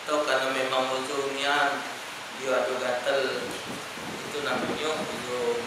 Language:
Musi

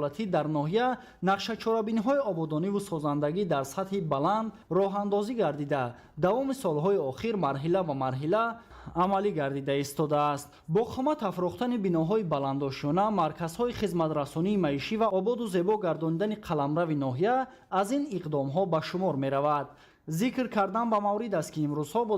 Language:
Tajik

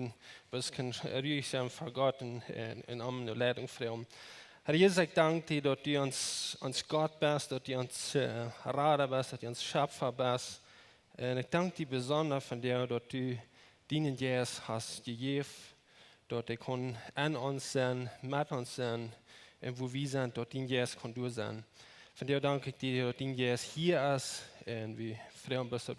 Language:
Plautdietsch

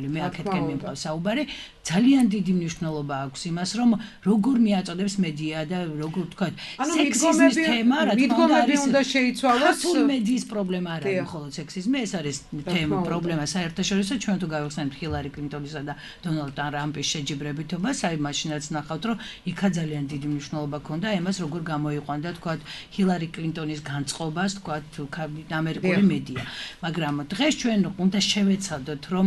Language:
Georgian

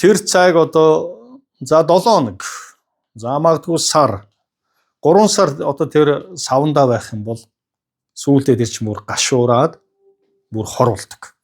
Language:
Mongolian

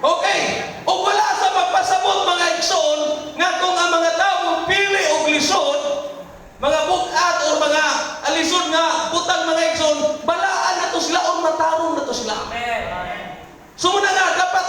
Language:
Cebuano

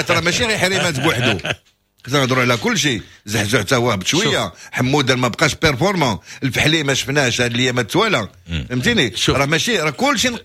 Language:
Moroccan Arabic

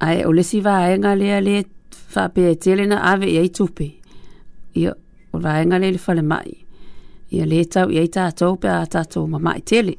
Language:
Samoan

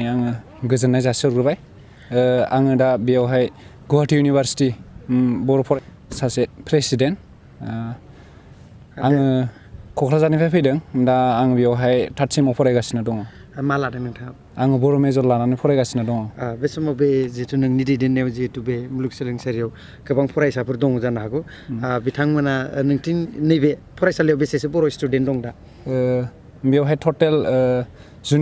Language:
Bodo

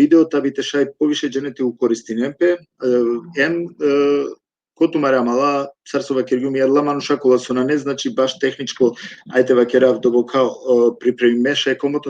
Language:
Balkan Romani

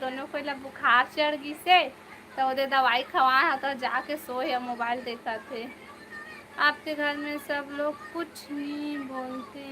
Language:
Chhattisgarhi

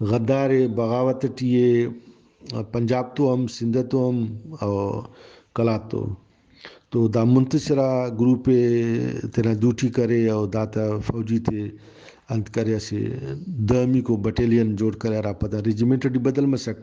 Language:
Brahui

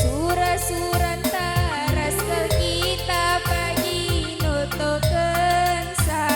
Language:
Batak Karo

